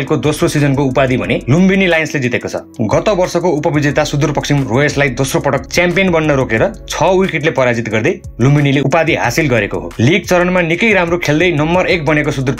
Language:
Nepali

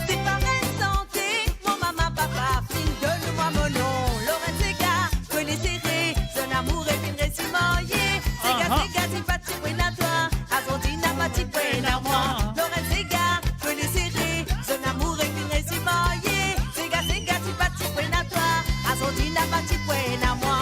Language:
Morisyen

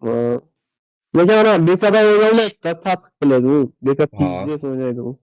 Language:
Kara-Kalpak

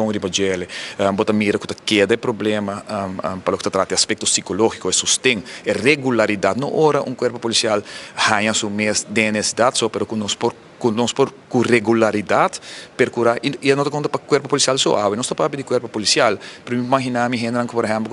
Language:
Papiamento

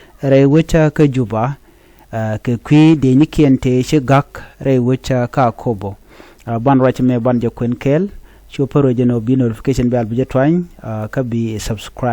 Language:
Nuer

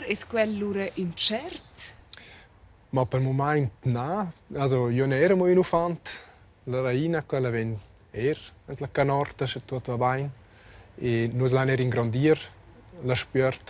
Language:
Romansh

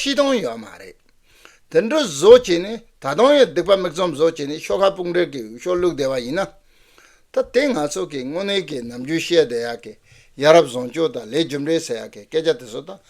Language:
Tibetan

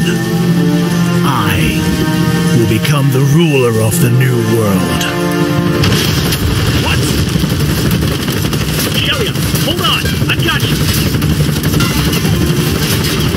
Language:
English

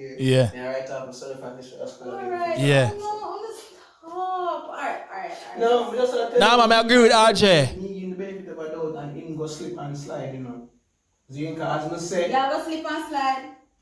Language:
Jamaican Creole English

